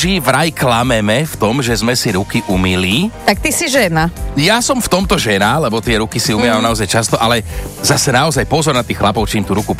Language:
Slovak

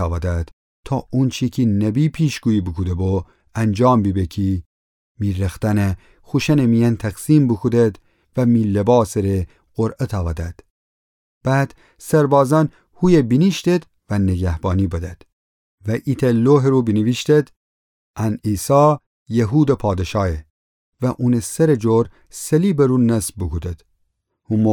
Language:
Gilaki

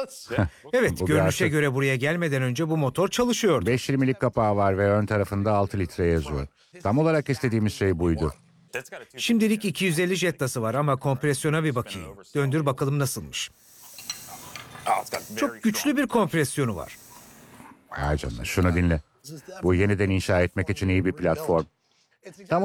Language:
Turkish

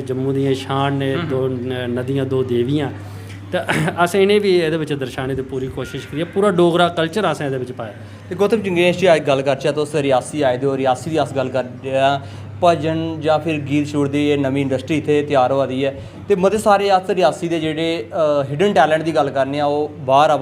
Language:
Dogri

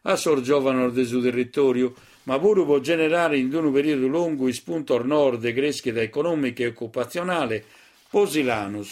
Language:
Sardinian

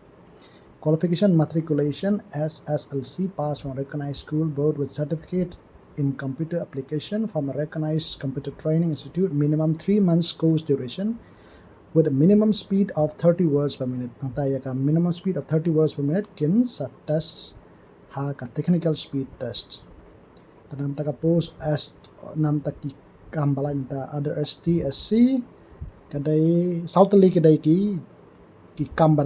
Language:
Khasi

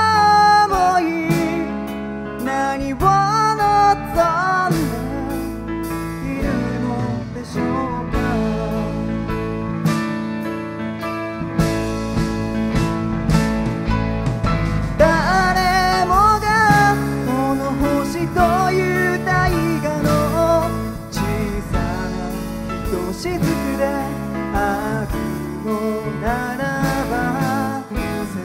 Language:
Japanese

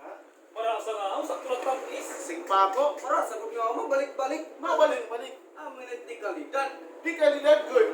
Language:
Waray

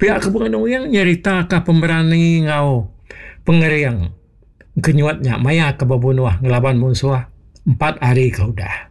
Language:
Iban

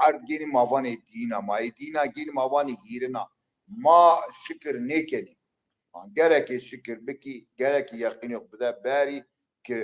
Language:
Zaza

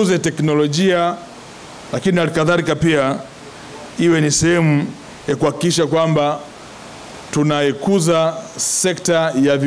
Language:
Swahili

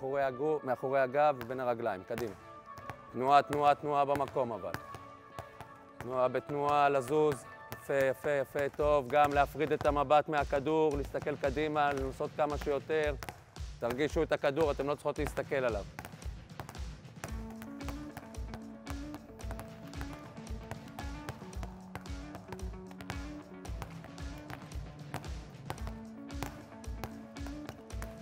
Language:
Hebrew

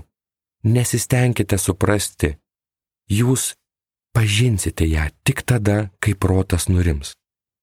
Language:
Lithuanian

